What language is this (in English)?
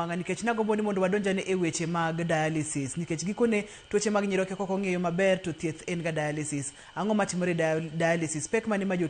Luo (Kenya and Tanzania)